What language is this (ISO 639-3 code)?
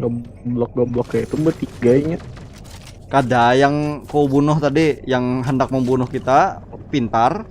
bjn